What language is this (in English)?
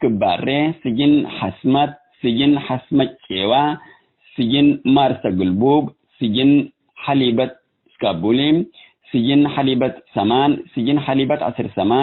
Tigre